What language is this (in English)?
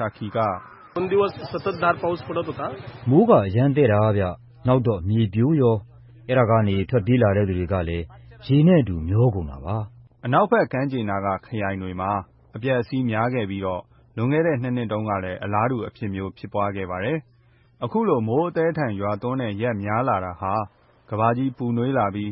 Burmese